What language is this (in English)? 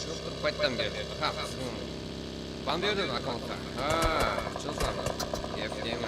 Kara-Kalpak